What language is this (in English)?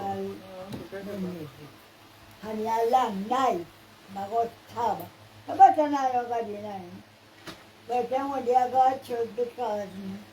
Jamaican Creole English